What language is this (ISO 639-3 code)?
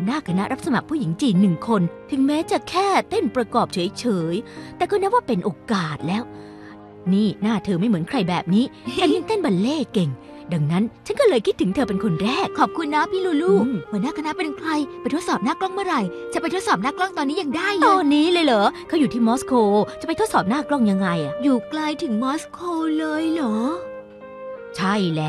tha